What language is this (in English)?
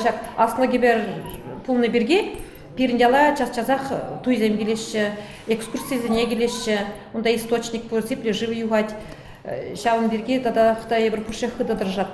Chuvash